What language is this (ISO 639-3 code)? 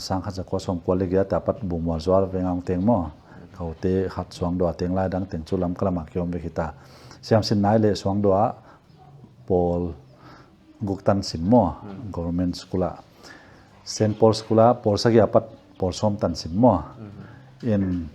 pck